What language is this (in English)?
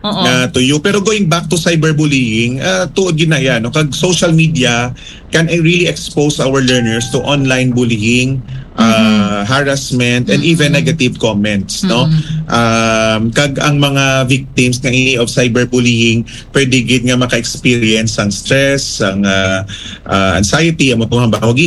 Hiligaynon